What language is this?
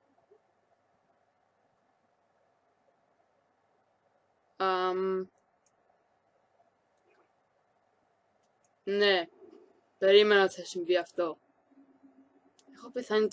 Greek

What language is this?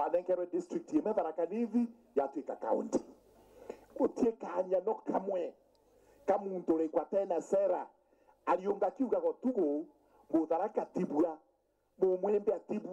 Meru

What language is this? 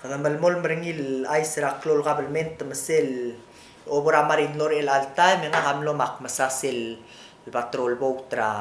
Palauan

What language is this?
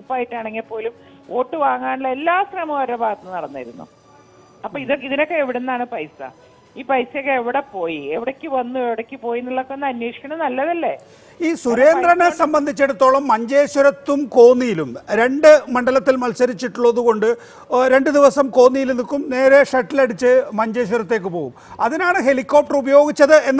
Malayalam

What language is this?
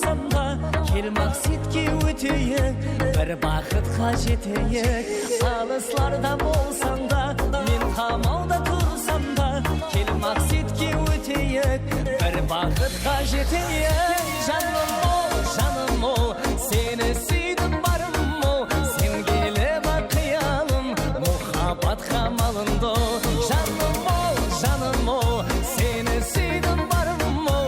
Kara-Kalpak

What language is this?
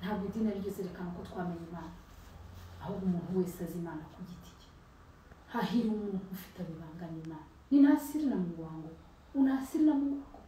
Kinyarwanda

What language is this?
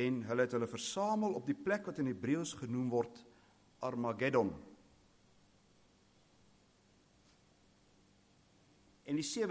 Afrikaans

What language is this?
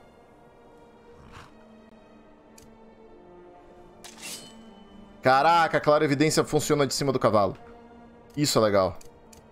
Portuguese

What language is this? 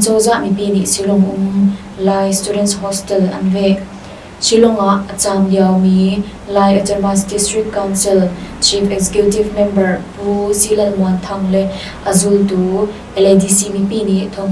Hakha Chin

